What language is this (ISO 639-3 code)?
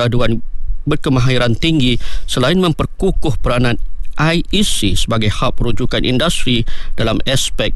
msa